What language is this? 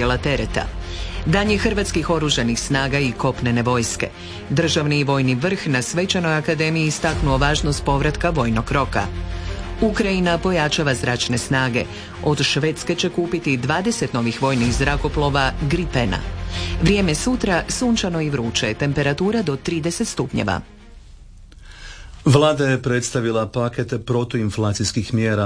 Croatian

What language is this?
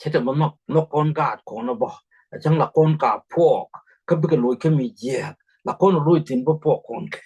Nuer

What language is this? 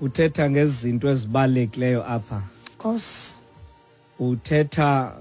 Xhosa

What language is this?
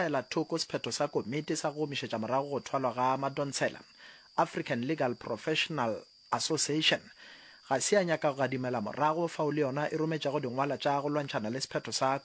Northern Sotho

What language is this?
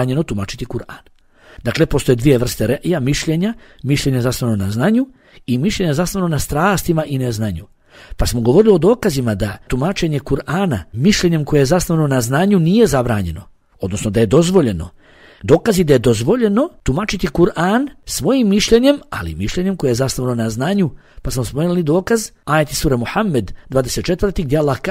Bosnian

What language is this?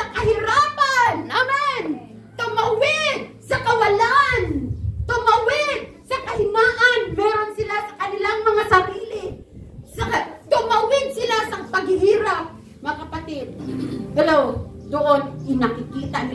Filipino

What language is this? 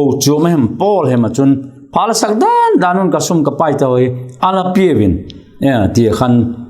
Vaiphei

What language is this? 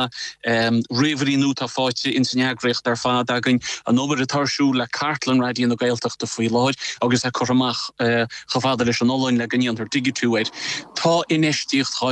Irish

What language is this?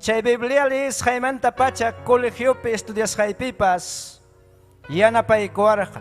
Ayacucho Quechua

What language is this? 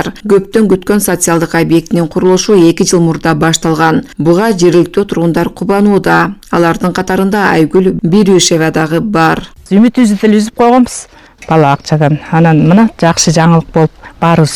Kyrgyz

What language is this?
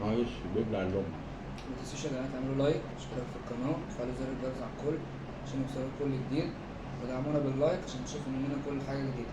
Egyptian Arabic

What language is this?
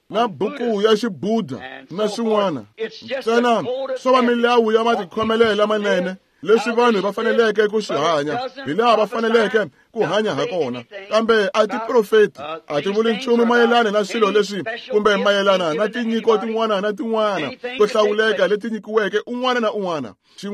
Tsonga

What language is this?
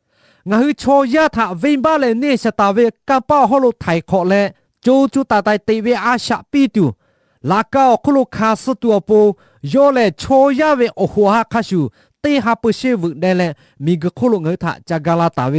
Lahu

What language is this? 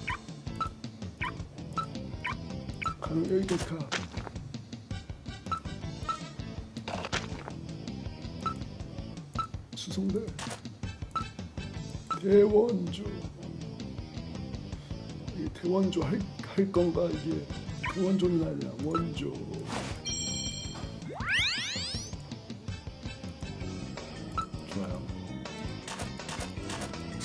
Korean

